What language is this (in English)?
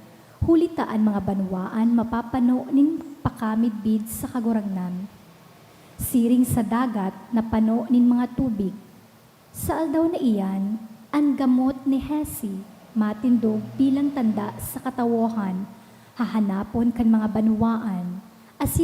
Bikol